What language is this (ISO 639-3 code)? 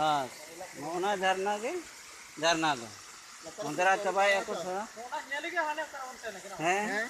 sat